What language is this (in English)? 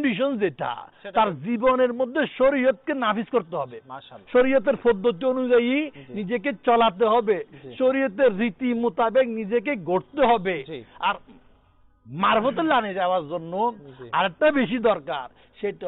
Bangla